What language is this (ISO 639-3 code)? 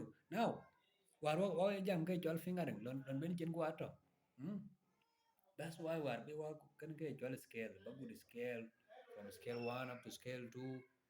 din